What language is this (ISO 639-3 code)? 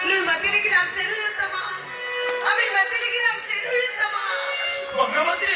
sat